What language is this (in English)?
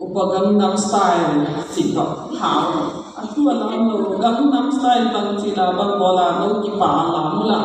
Tedim Chin